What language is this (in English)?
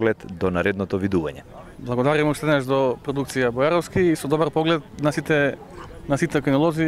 Macedonian